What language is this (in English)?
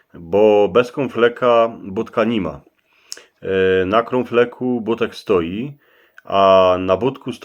Silesian